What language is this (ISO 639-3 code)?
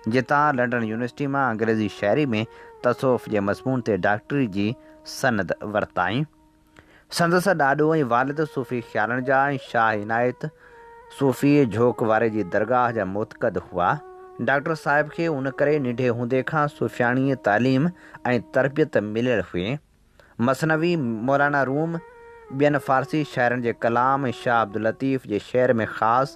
snd